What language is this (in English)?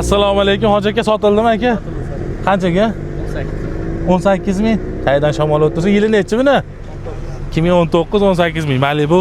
Uzbek